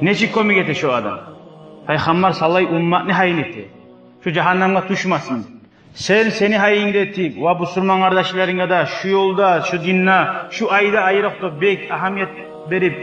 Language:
Kumyk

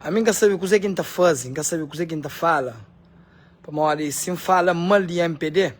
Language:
Kabuverdianu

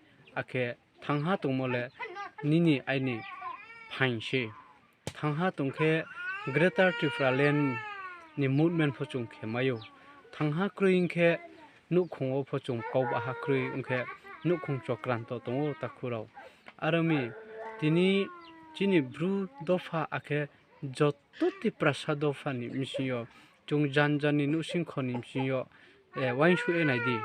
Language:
Riang (India)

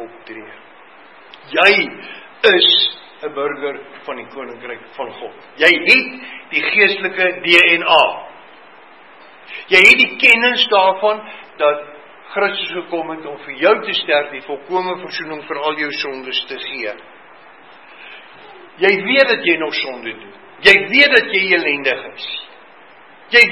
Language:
Afrikaans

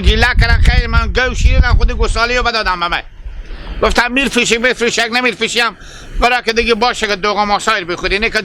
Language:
Hazaragi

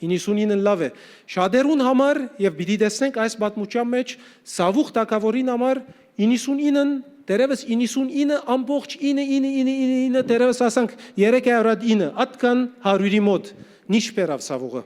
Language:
Western Armenian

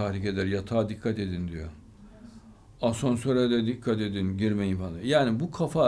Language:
Turkish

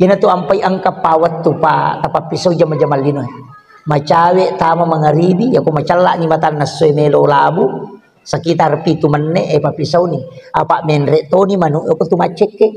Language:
Buginese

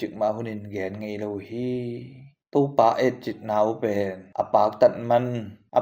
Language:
Tedim Chin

